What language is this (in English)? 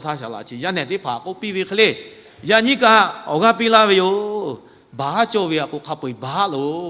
Lahu